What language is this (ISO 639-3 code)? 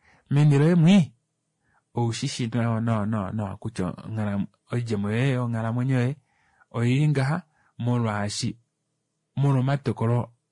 kua